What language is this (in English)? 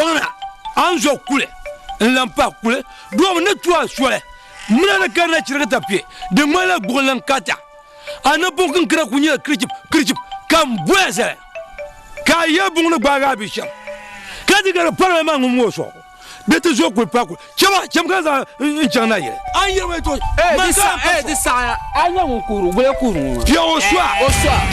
Dagbani